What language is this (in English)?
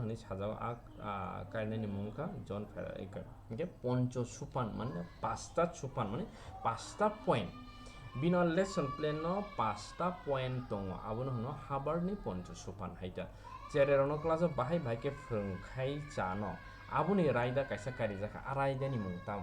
Kok Borok